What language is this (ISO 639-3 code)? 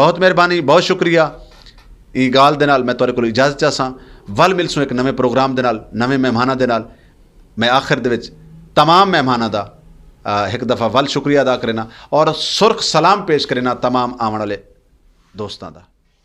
skr